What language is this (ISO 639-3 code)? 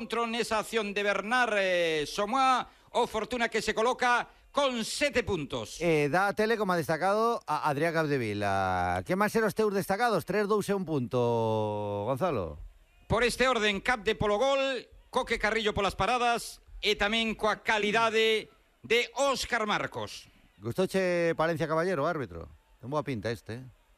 glg